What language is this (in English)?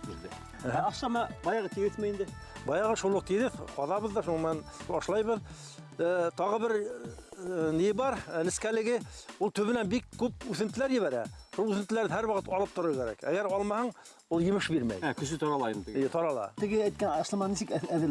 Bashkir